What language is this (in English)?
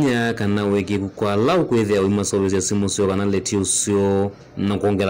Kamba